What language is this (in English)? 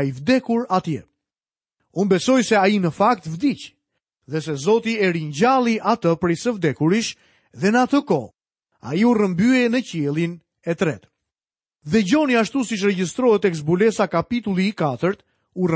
Albanian